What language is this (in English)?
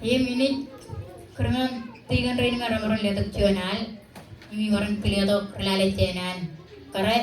Marshallese